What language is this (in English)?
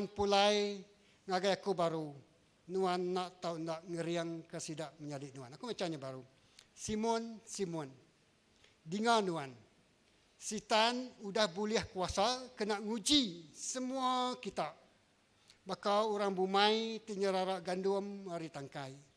Iban